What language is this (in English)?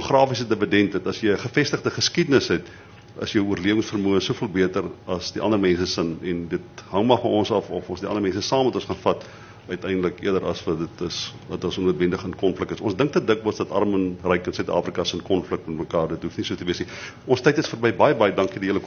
Afrikaans